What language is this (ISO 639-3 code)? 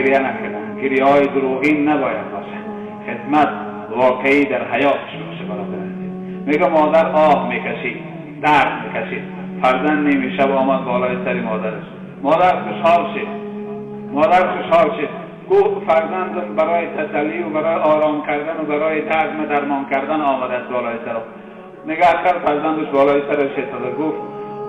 tgk